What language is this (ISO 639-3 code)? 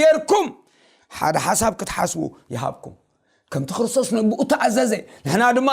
tir